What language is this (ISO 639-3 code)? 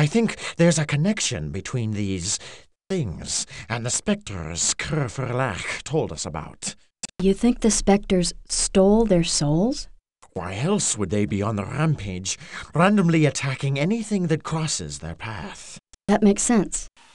eng